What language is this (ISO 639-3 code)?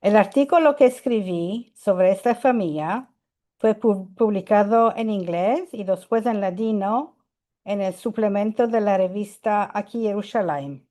lad